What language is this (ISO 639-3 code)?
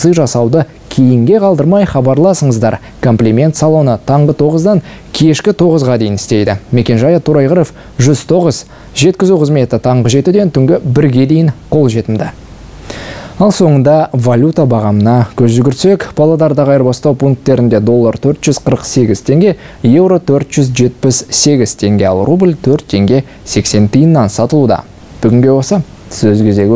kaz